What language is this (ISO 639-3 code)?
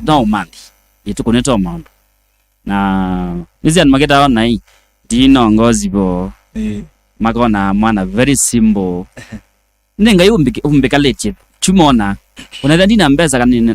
kam